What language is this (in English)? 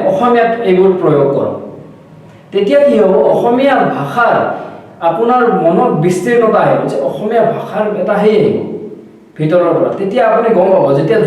Assamese